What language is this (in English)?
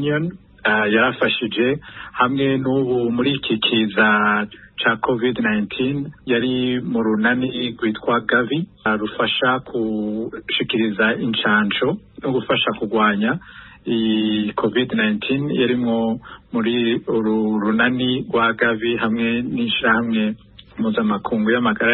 Rundi